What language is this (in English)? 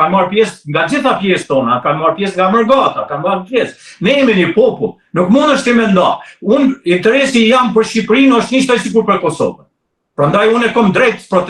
Albanian